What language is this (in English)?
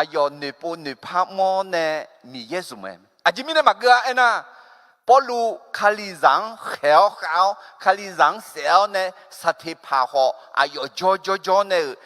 Akha